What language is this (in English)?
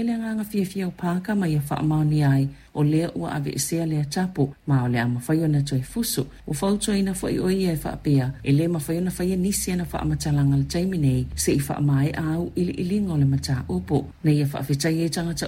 Samoan